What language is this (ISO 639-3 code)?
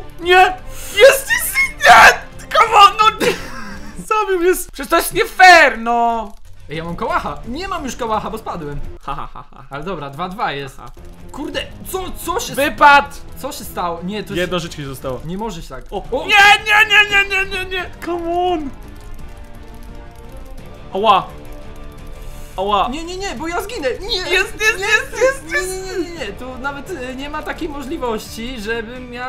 pol